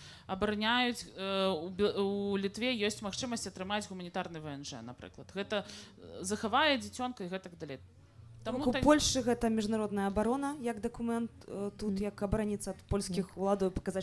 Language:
Belarusian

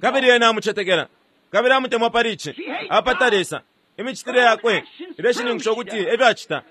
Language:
Bemba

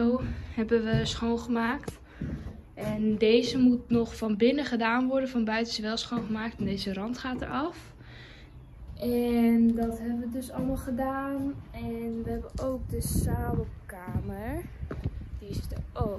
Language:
Dutch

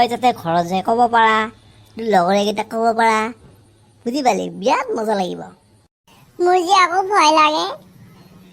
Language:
Assamese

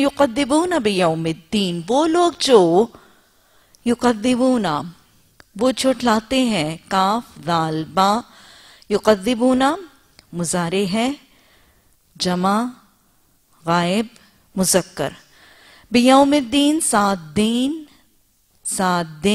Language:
Urdu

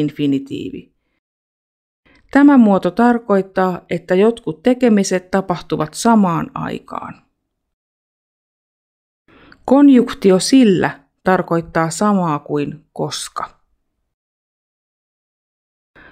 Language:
Finnish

